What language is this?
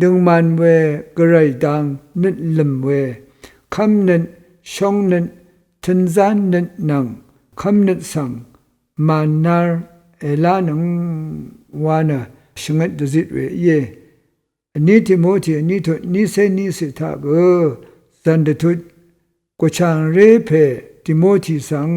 Rawang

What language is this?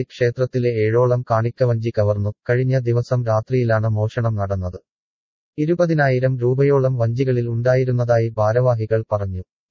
Malayalam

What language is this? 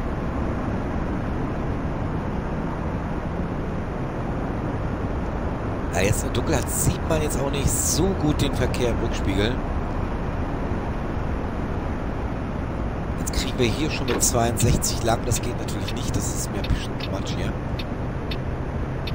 German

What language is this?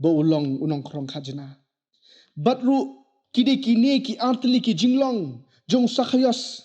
Khasi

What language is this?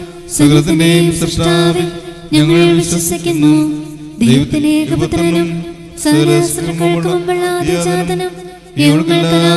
Malayalam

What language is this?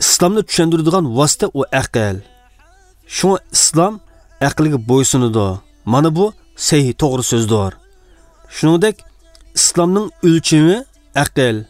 Uyghur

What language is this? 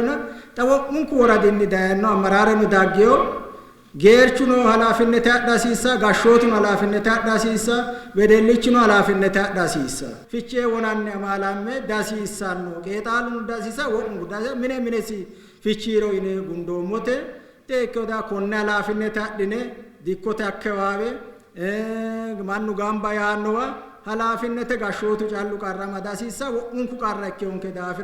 Sidamo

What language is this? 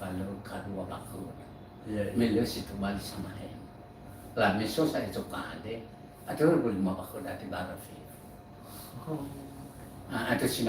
Nias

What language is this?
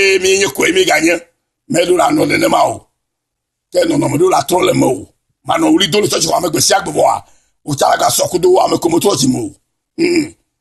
Ewe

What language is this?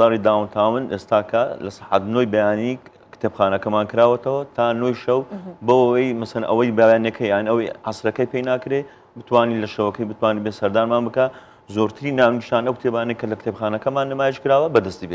Central Kurdish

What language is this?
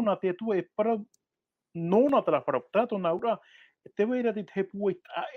Tahitian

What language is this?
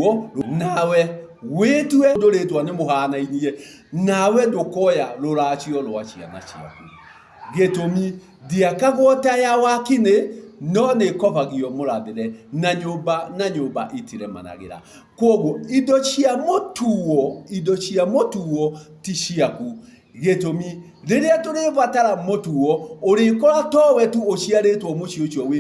Kikuyu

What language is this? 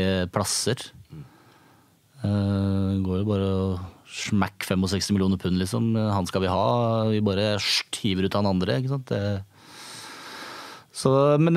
Norwegian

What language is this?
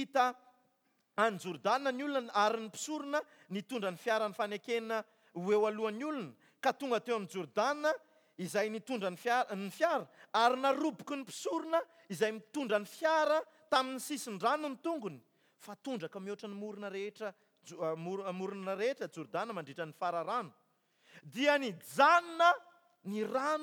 Malagasy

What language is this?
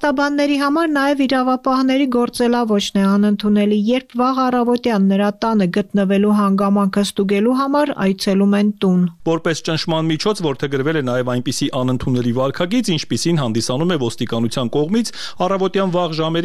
Armenian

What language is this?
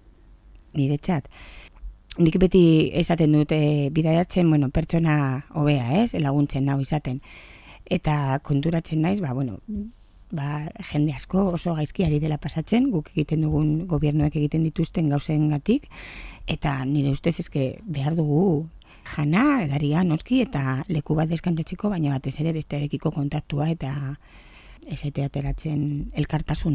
Basque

